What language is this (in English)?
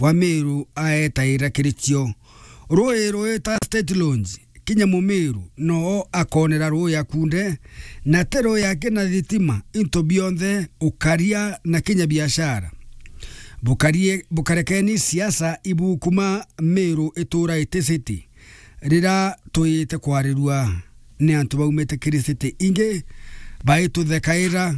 Meru